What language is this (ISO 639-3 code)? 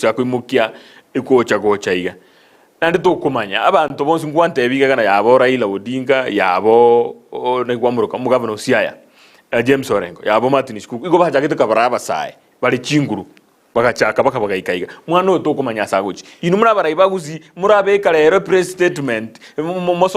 guz